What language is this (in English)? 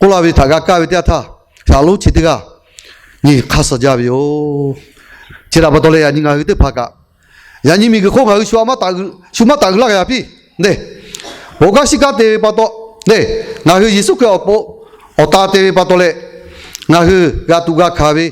Lahu